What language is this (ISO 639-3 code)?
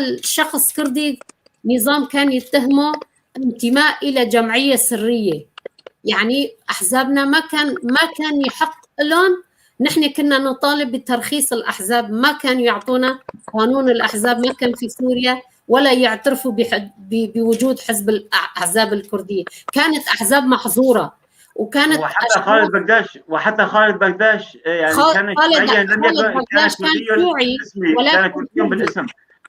apc